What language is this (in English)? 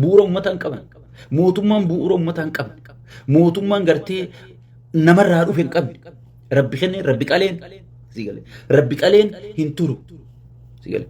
Oromo